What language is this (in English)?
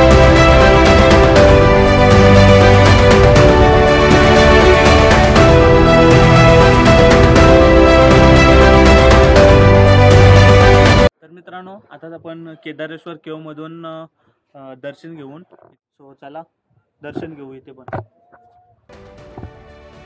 Marathi